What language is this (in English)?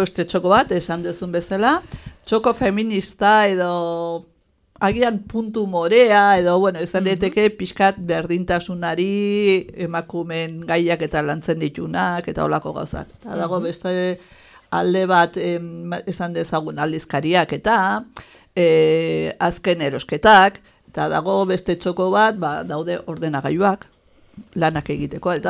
Basque